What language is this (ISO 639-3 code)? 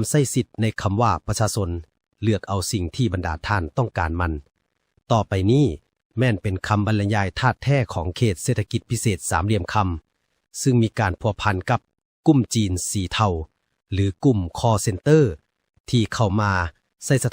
lao